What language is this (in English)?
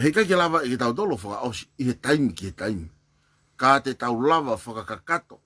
Tongan